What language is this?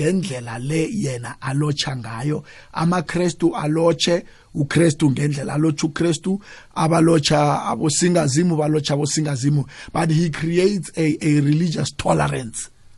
South Ndebele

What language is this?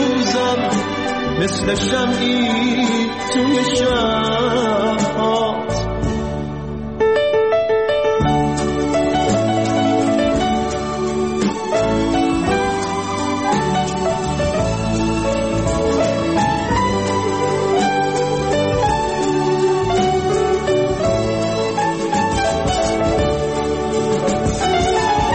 Persian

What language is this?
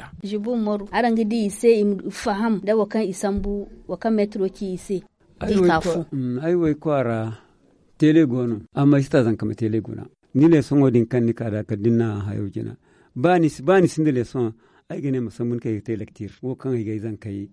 Zarma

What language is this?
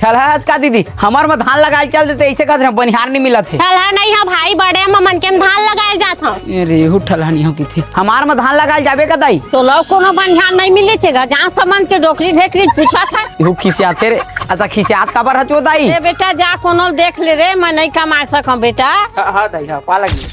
Chhattisgarhi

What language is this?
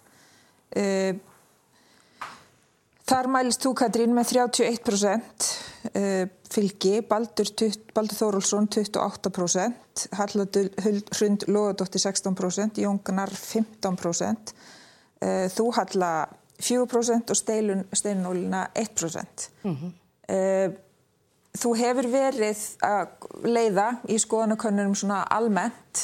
Icelandic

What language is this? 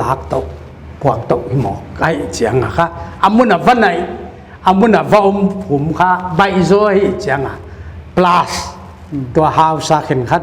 Paite Chin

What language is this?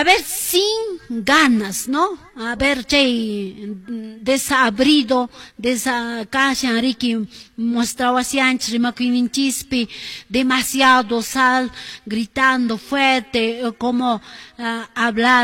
Quechua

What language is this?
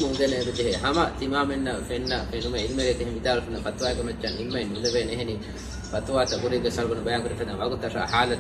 Divehi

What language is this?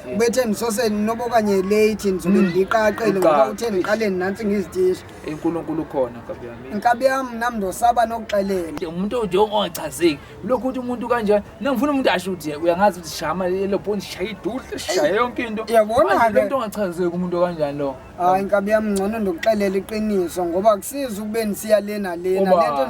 Zulu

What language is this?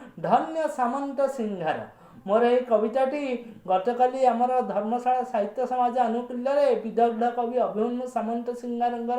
Odia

